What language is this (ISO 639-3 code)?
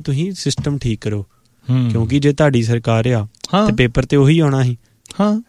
pan